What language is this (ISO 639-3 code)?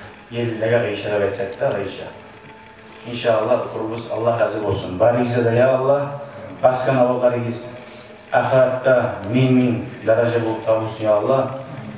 kum